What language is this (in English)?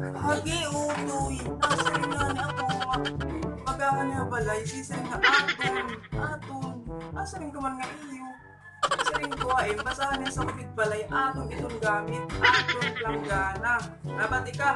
Waray